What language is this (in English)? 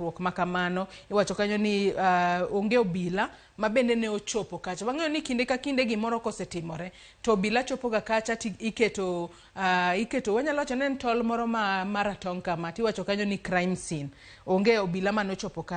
Luo (Kenya and Tanzania)